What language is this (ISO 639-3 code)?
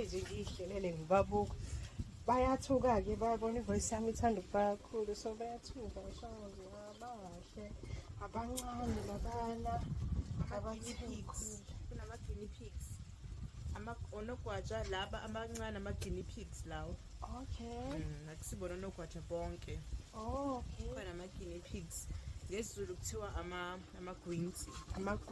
zul